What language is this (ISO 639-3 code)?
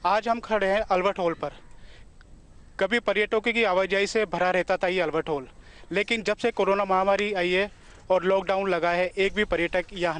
hin